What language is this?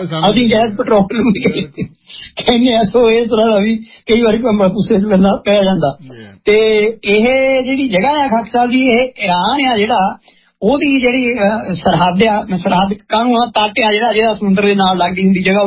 Punjabi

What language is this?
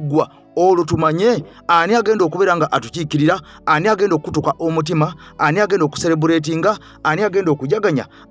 Ganda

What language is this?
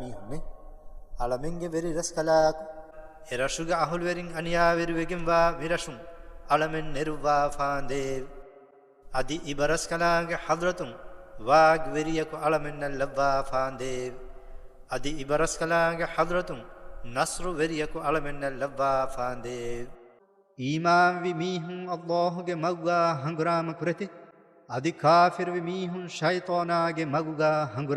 Divehi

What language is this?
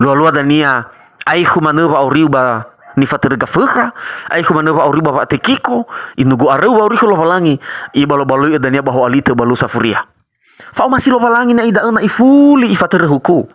Nias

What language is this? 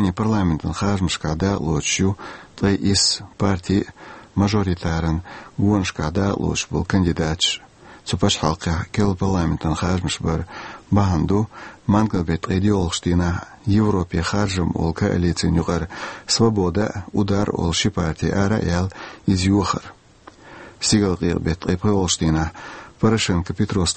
Chechen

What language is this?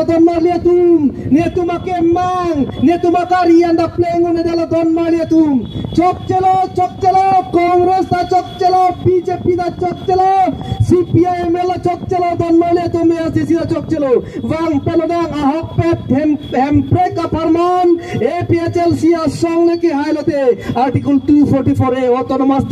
Karbi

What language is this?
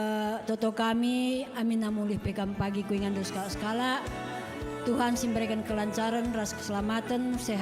Batak Karo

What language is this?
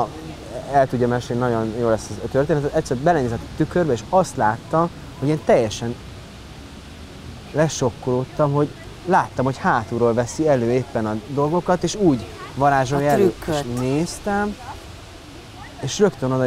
Hungarian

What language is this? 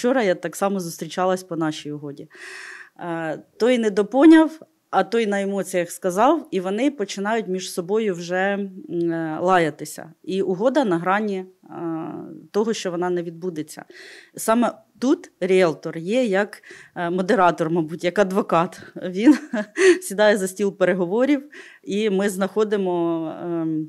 Ukrainian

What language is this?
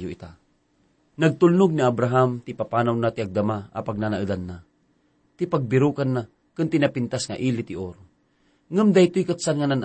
Iloko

